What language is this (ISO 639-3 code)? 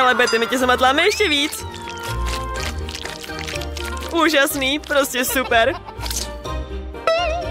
ces